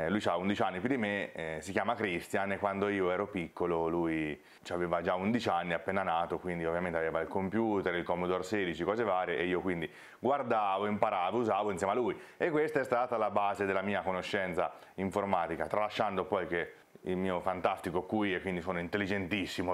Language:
Italian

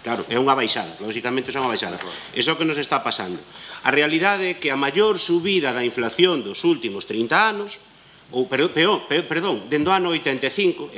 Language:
Galician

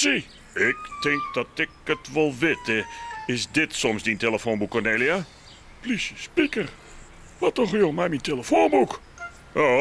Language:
Western Frisian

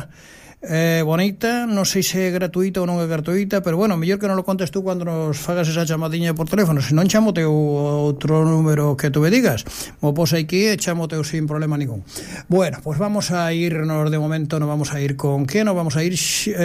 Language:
Galician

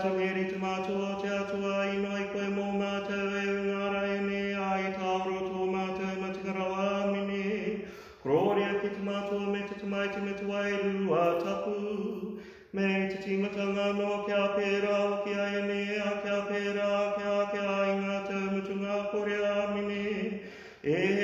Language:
Māori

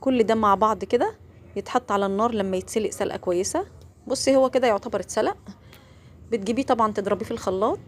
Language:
Egyptian Arabic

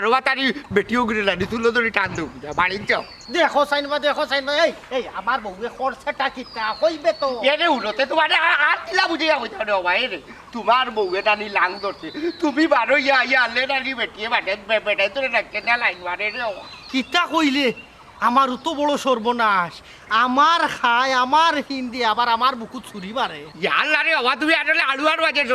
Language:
Sylheti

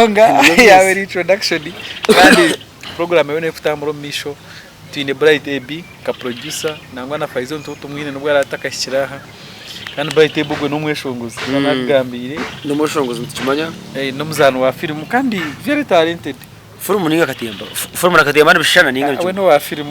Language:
Nyankole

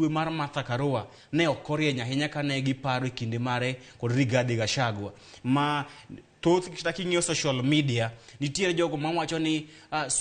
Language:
Luo (Kenya and Tanzania)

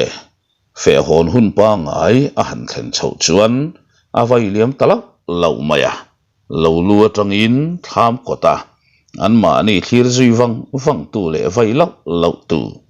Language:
Mizo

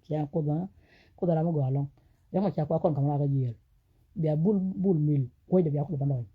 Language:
Nuer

